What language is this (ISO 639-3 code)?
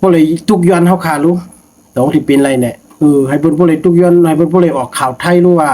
shn